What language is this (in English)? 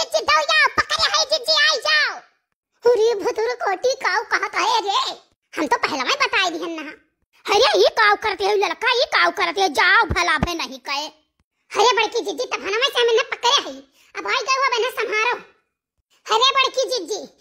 Awadhi